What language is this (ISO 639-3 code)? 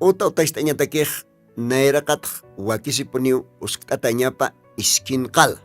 aym